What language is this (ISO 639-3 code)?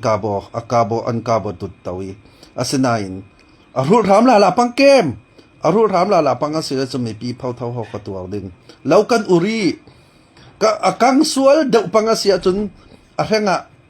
cfm